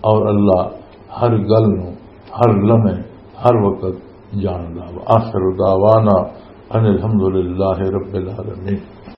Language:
Western Panjabi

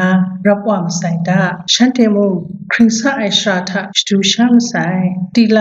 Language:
Kachin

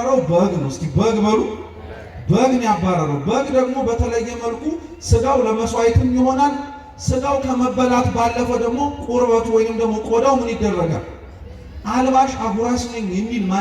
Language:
Amharic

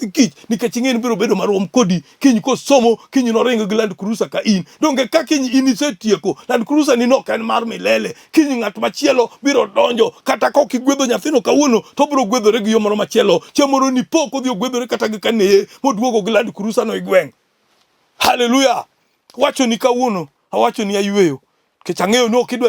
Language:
Luo (Kenya and Tanzania)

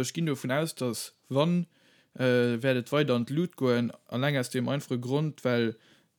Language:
Luxembourgish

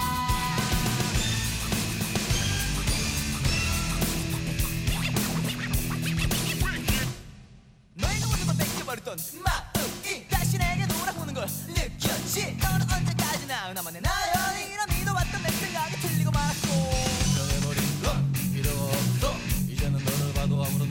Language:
Korean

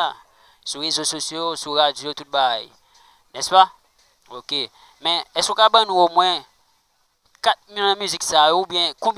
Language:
Haitian Creole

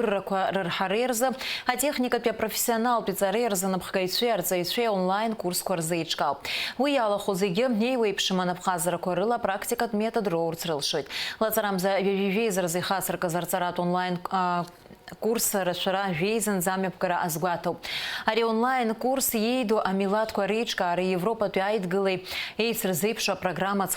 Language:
Abkhazian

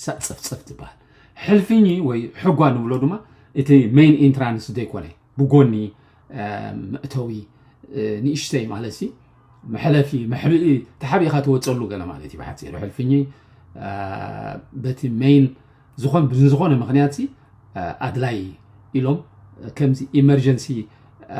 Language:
Tigrinya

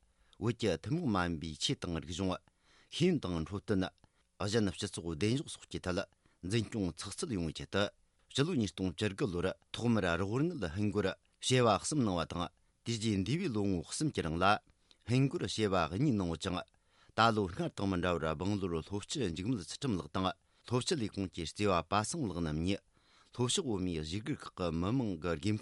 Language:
Tibetan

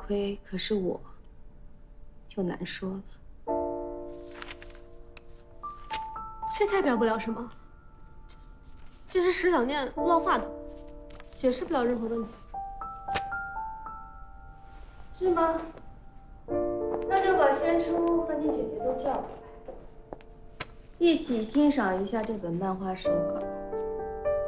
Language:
Chinese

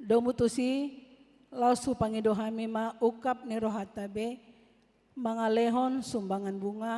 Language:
Batak Toba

